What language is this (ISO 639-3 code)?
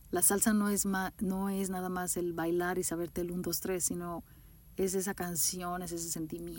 spa